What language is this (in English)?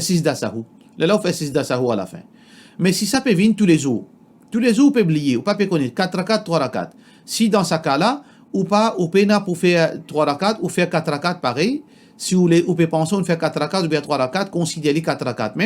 Morisyen